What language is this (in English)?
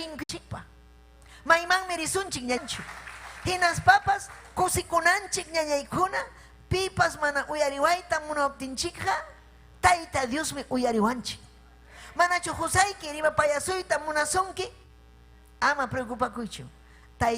Ayacucho Quechua